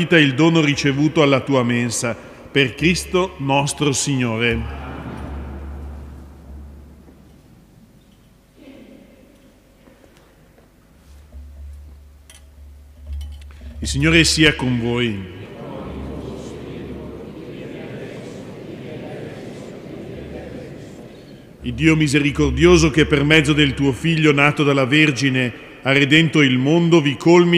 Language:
Italian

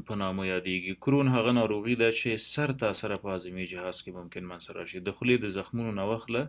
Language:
Pashto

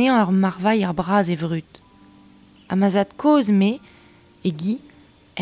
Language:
Breton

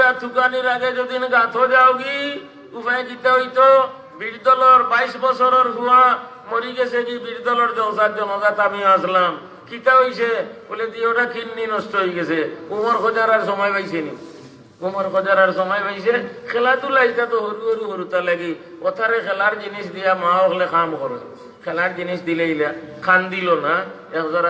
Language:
Sylheti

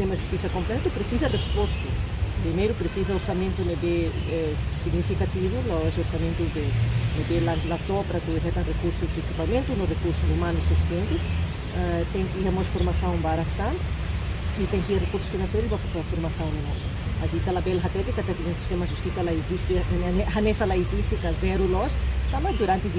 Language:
Tetum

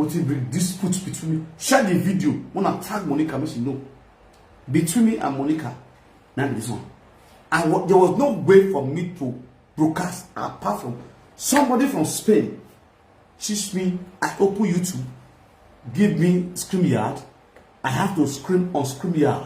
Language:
Nigerian Pidgin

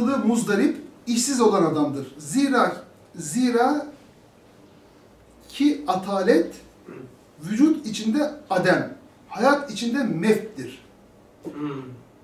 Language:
Turkish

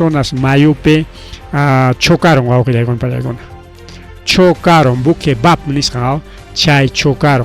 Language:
Ayacucho Quechua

